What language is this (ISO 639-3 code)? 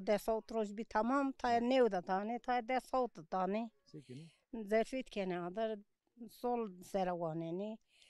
zza